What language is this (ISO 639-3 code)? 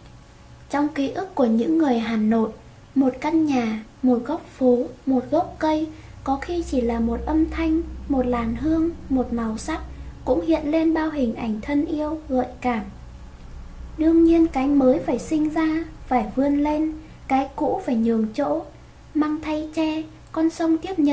vie